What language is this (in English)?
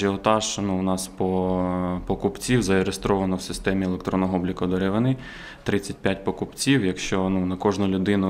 Ukrainian